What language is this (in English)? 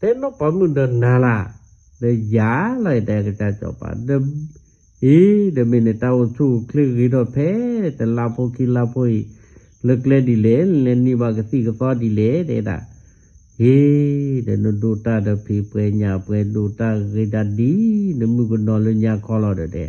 S'gaw Karen